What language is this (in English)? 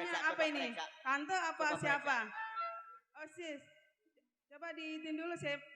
Betawi